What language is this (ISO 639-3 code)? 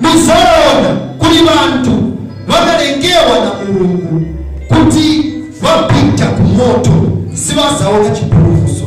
nya